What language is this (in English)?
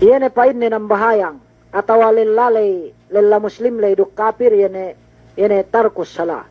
Yakan